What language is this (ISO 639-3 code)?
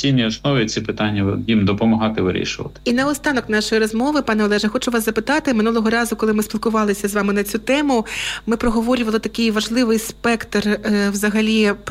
ukr